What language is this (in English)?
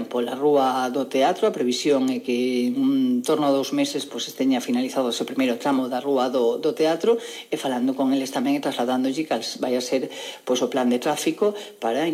Galician